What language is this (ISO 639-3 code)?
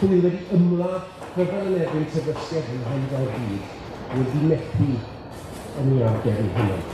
cym